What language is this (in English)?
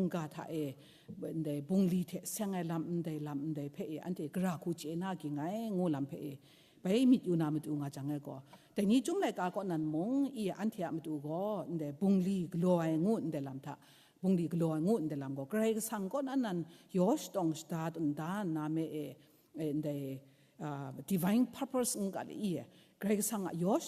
Kachin